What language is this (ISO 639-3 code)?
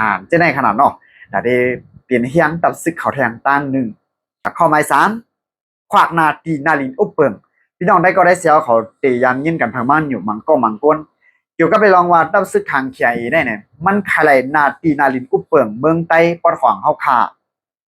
shn